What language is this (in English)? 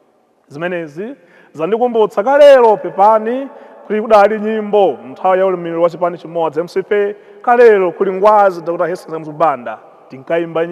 Nyanja